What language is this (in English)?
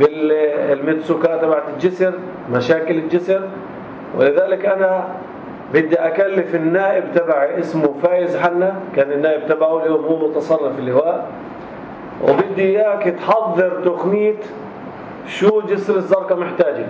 North Levantine Arabic